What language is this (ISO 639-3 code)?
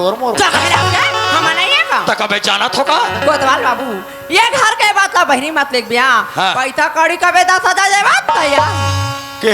hne